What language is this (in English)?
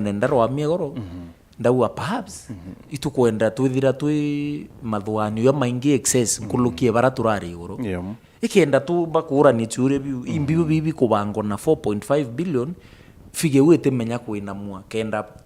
Meru